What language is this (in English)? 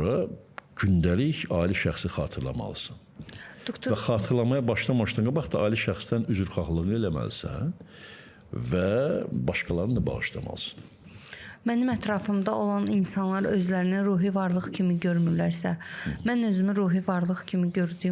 Azerbaijani